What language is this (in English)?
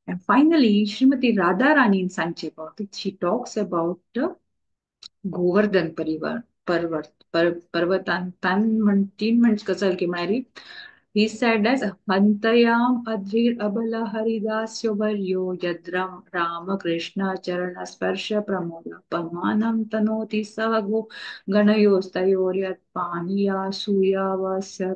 Konkani